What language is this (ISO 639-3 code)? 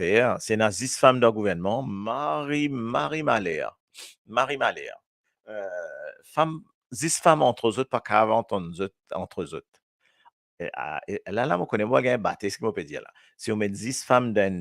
mfe